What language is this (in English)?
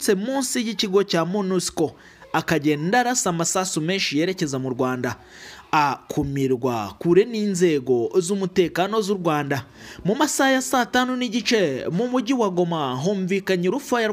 Kinyarwanda